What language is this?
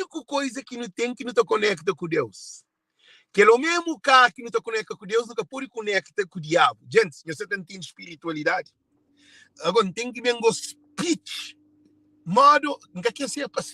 Kabuverdianu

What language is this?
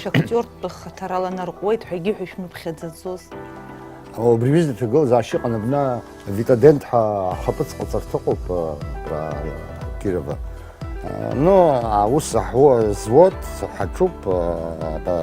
Abkhazian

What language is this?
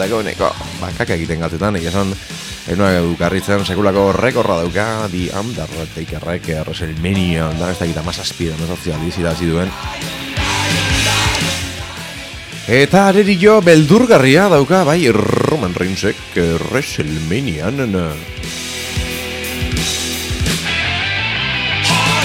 Basque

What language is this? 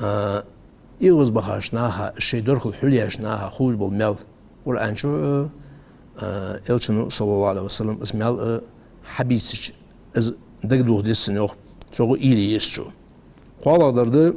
Ingush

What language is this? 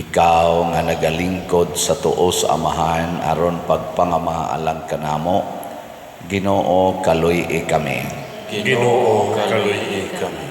Cebuano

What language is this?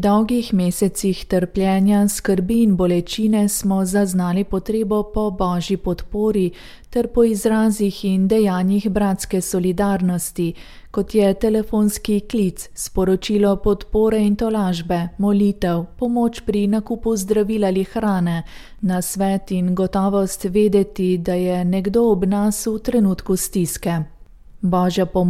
Slovenian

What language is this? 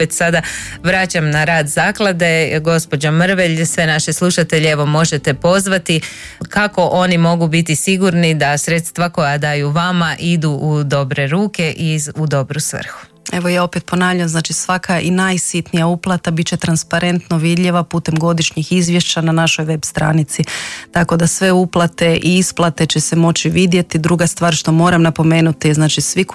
Croatian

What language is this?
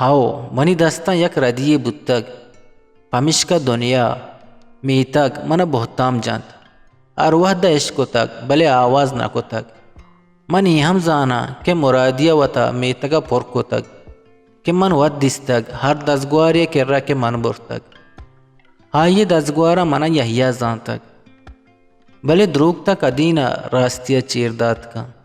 Eastern Balochi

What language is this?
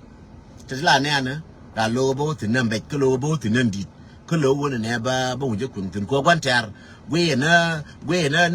Nuer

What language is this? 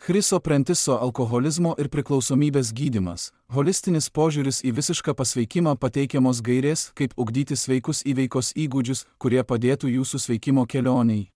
Lithuanian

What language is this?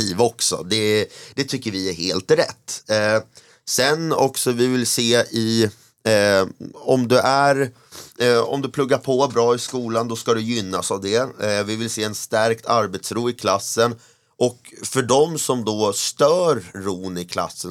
Swedish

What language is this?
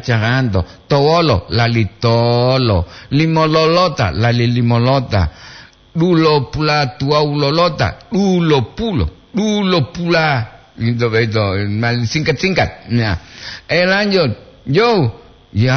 Gorontalo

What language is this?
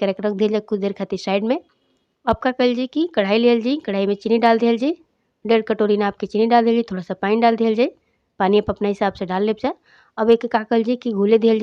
Bhojpuri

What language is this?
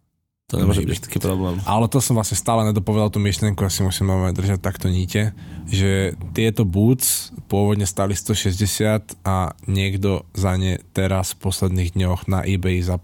Slovak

